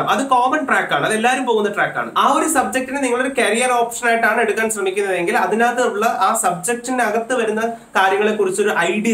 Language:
Malayalam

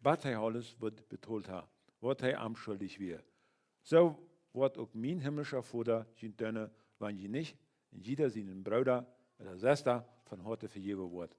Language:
Plautdietsch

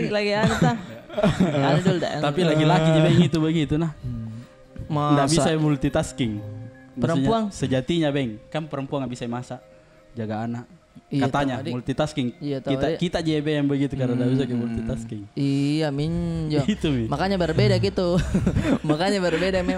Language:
Makassar Malay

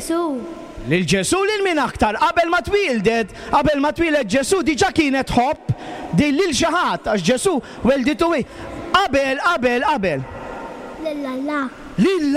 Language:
Maltese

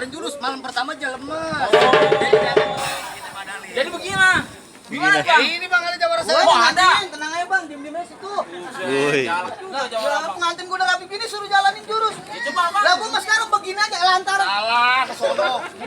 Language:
Betawi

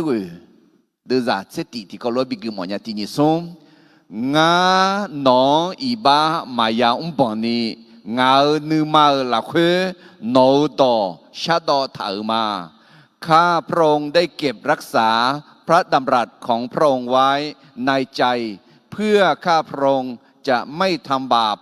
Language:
Akha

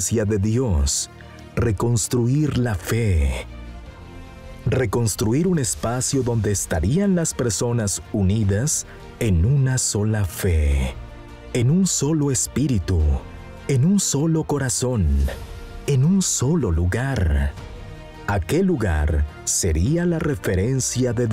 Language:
Spanish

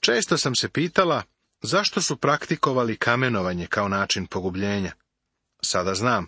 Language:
Serbian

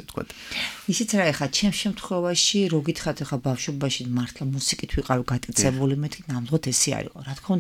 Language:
Georgian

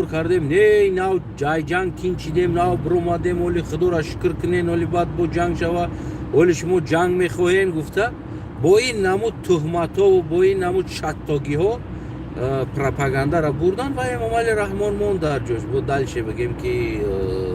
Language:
Tajik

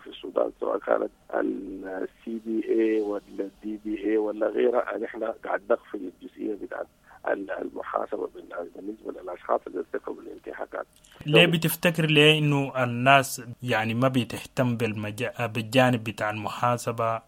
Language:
Sudanese Arabic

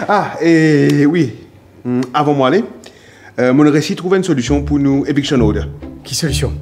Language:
Morisyen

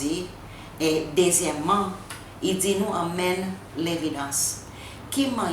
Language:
Seselwa Creole French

